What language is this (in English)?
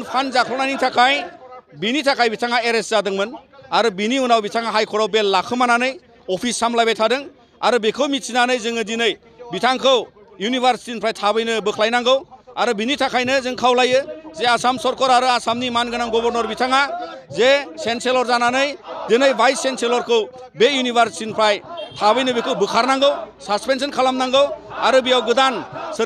Bodo